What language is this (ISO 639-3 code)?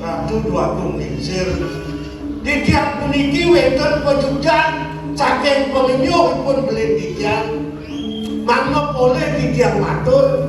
ban